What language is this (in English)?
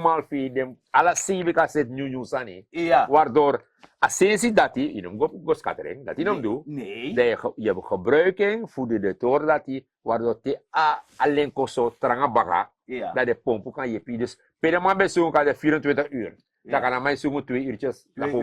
Sranan Tongo